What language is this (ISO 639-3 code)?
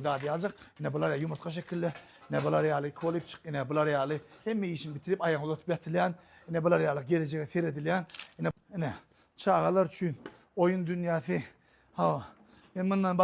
tuk